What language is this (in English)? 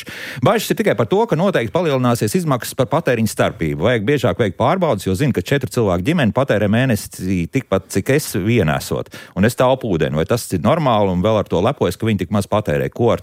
Latvian